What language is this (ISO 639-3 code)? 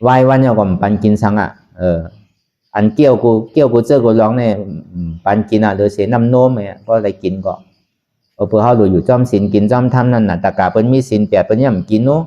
shn